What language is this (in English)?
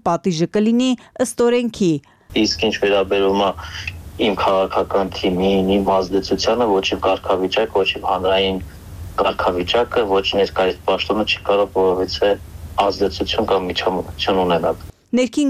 Armenian